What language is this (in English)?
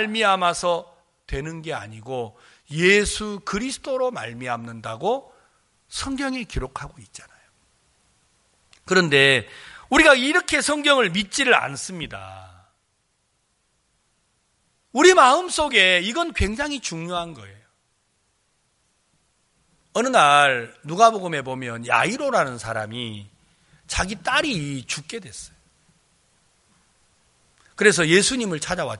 Korean